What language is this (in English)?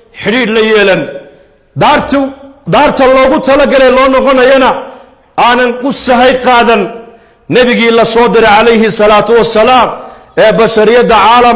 Somali